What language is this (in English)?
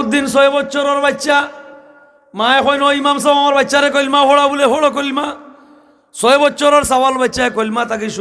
Sylheti